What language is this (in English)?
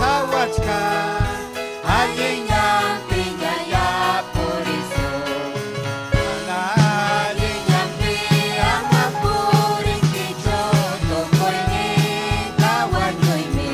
Ayacucho Quechua